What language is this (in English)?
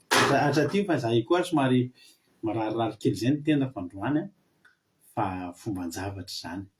Malagasy